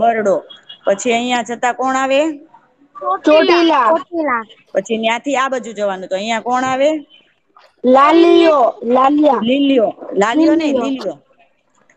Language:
Gujarati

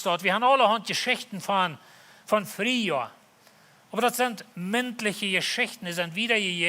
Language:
Plautdietsch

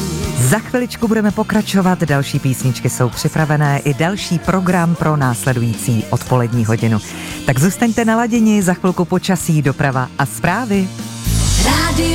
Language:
Czech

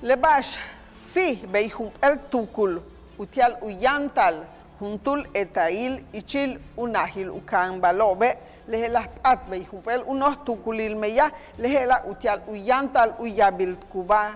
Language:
Yucateco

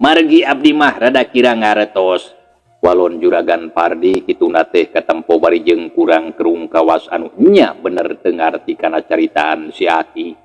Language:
Sundanese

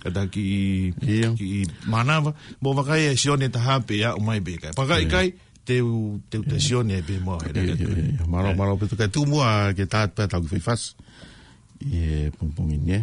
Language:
Tongan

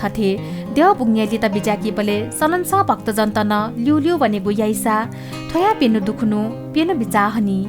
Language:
Newari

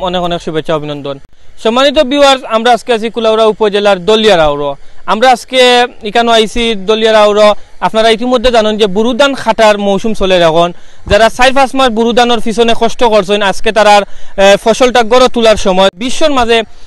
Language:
Sylheti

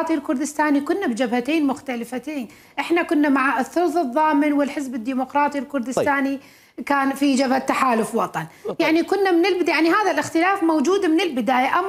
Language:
Mesopotamian Arabic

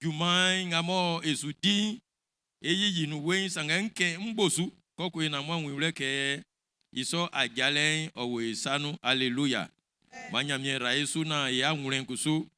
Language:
Baoulé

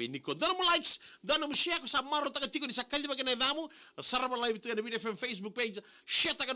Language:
Fijian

